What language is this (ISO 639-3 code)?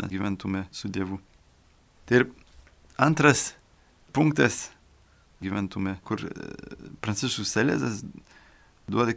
lit